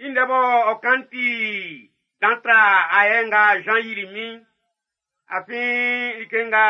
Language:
Baoulé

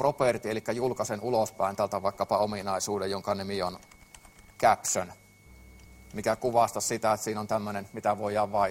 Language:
Finnish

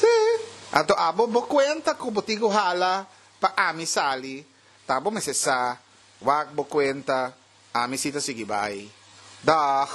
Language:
Papiamento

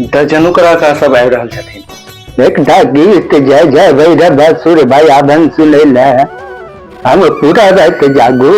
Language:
Maithili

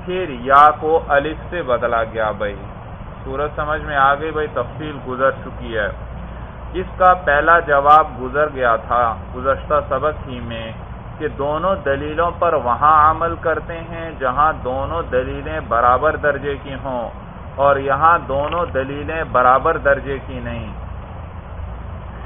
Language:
Urdu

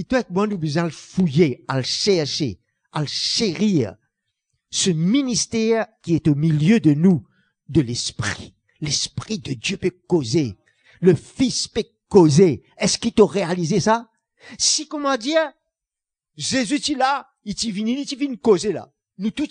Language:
Morisyen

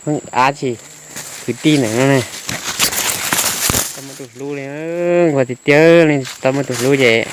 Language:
Hmong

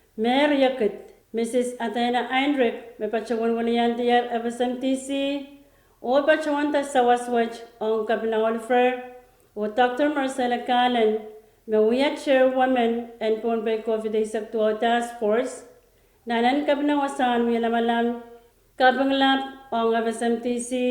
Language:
Pohnpeian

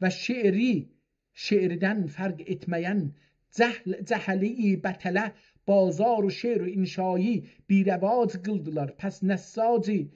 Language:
South Azerbaijani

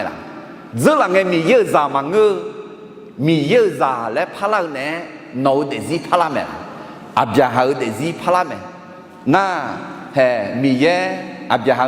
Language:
Akha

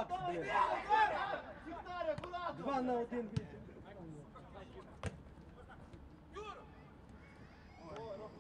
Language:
Ukrainian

